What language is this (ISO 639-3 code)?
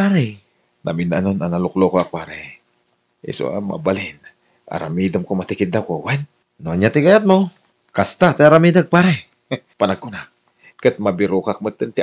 ilo